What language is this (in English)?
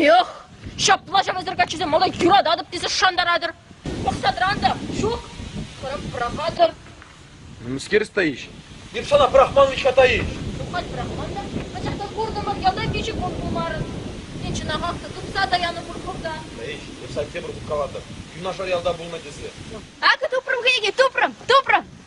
Chuvash